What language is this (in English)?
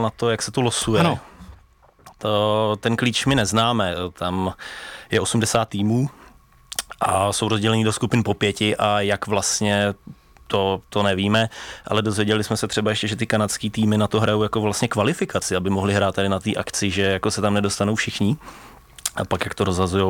Czech